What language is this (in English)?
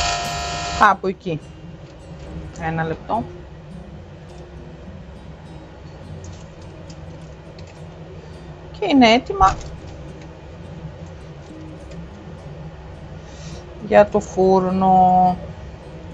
Greek